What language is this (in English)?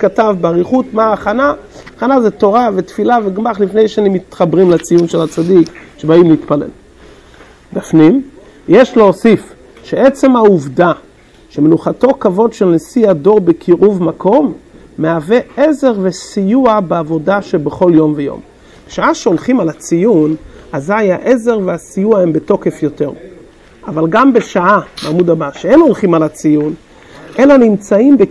Hebrew